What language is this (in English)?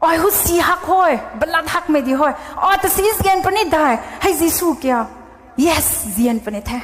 Rongmei Naga